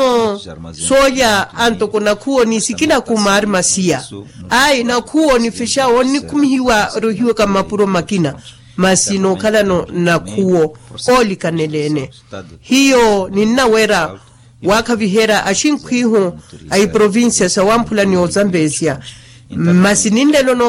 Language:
Makhuwa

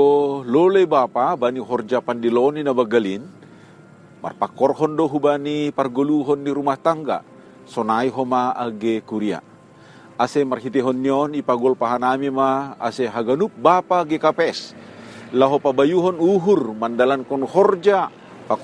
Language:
Batak Simalungun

